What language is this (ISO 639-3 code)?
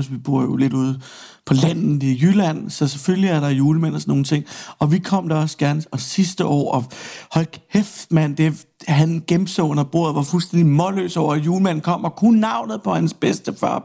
dan